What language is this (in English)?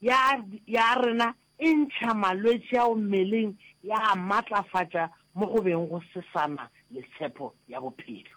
Northern Sotho